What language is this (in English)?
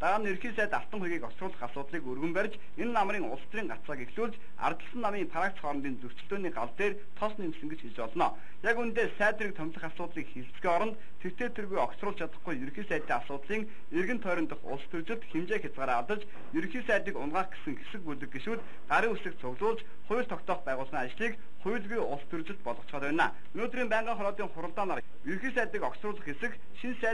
Mongolian